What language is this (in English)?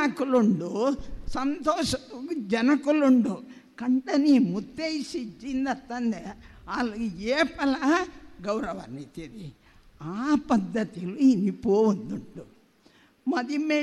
Tulu